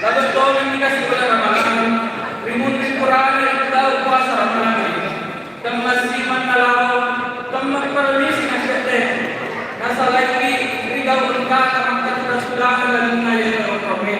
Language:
Buginese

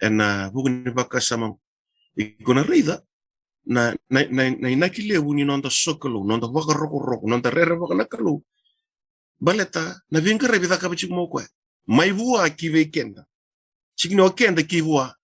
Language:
Fijian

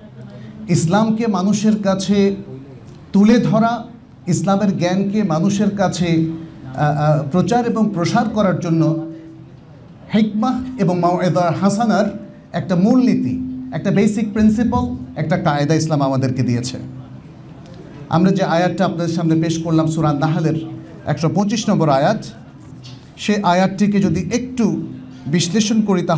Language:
Bangla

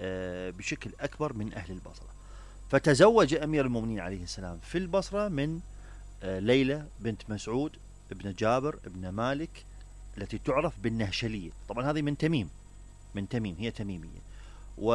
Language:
Mesopotamian Arabic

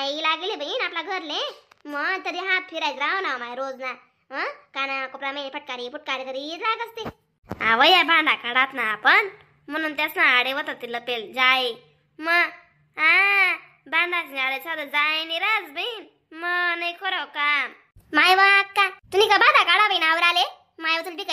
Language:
Khandesi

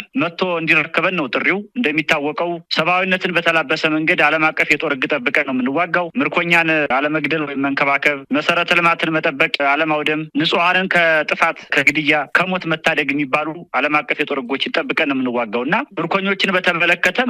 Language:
Amharic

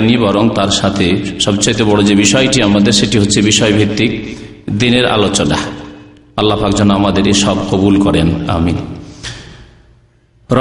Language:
Bangla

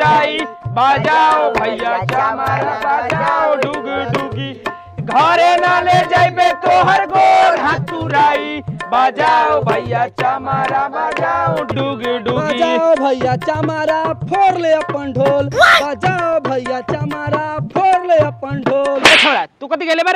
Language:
Bhojpuri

